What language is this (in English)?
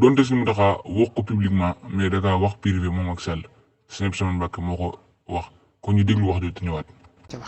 Wolof